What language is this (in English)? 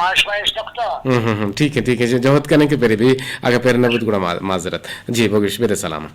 Eastern Balochi